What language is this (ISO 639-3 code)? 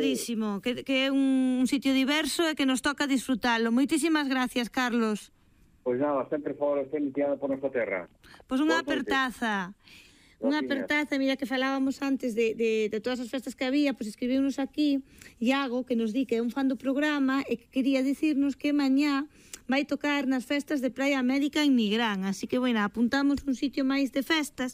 glg